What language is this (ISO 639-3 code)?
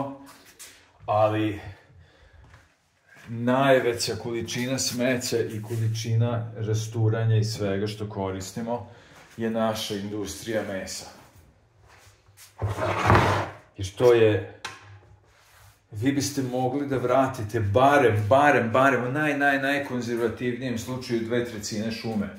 srp